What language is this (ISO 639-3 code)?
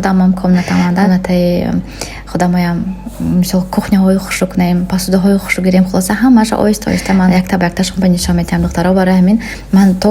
tgk